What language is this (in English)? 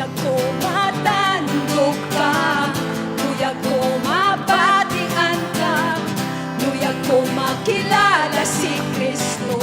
Hiligaynon